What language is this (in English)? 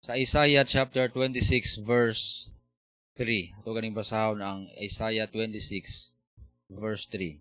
Cebuano